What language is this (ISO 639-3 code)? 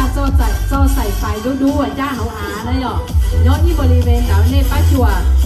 hmn